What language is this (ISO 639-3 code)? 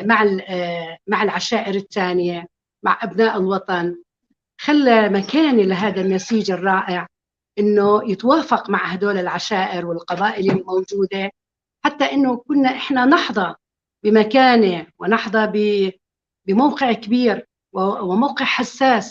apc